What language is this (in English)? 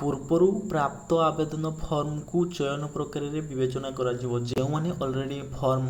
Odia